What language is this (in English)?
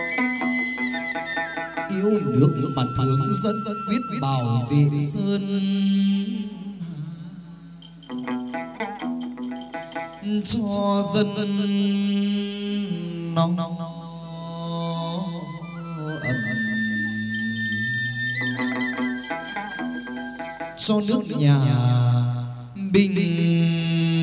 Vietnamese